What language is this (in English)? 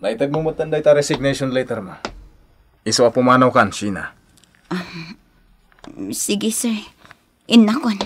Iloko